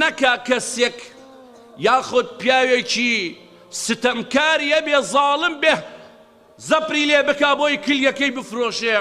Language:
Central Kurdish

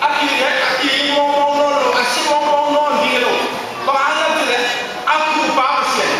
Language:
Tedim Chin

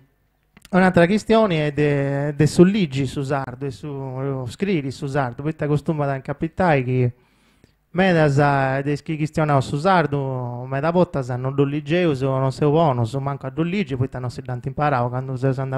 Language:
Sardinian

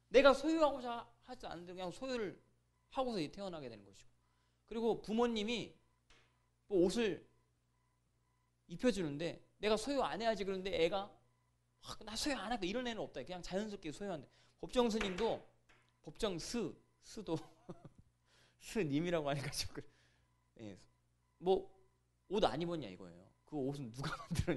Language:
Korean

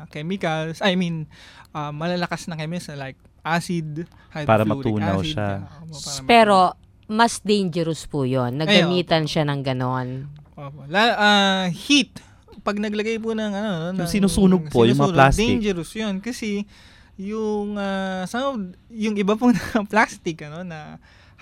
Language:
Filipino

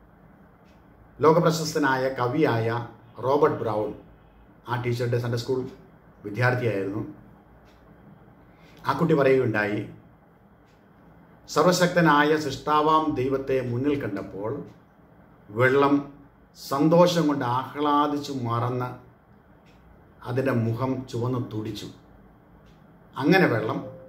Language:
Malayalam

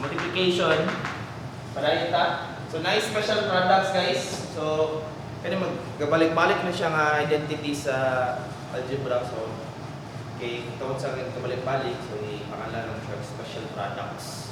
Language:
Cebuano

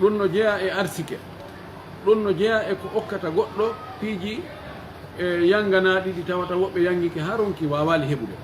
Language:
Pular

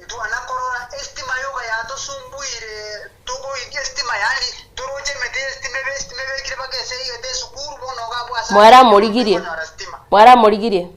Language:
Gusii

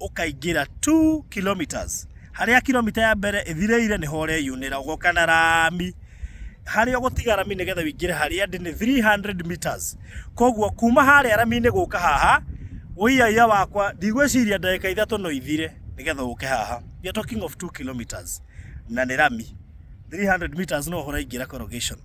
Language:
Kikuyu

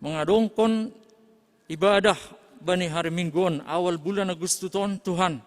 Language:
Batak Simalungun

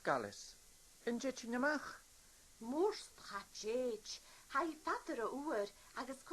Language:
Scottish Gaelic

